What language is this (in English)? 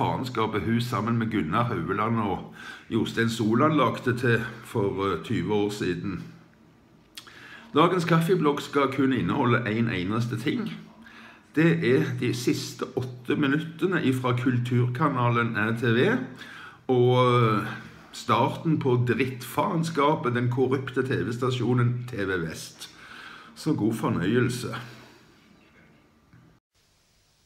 Norwegian